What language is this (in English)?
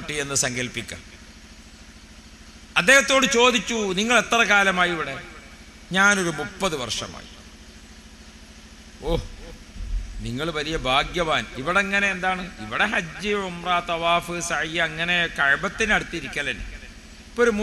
Malayalam